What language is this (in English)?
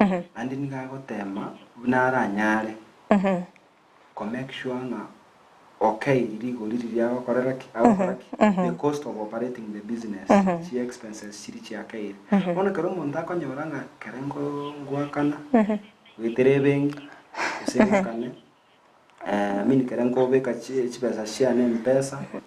Gusii